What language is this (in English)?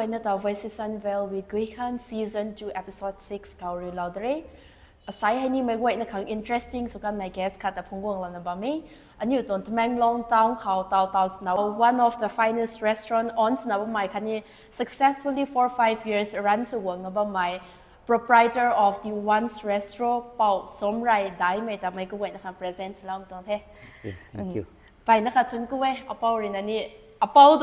Rongmei Naga